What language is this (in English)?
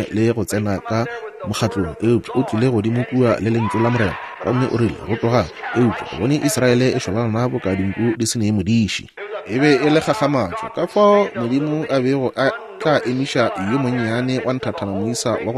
Northern Sotho